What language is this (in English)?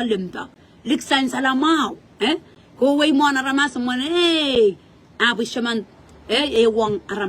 Pohnpeian